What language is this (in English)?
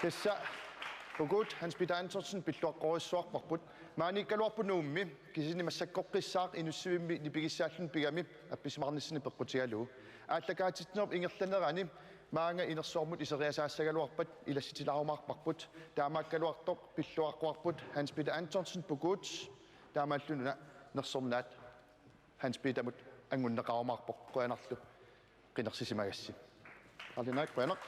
Kalaallisut